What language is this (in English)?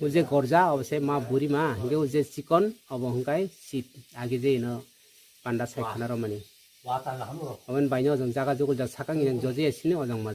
Kok Borok